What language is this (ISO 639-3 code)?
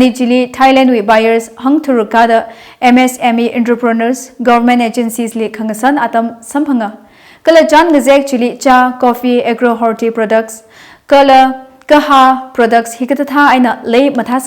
nmf